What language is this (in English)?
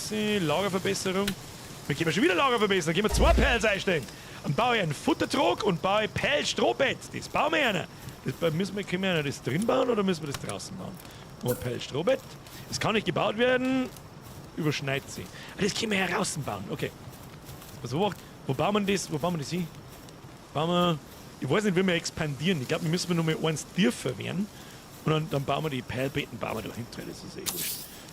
Bavarian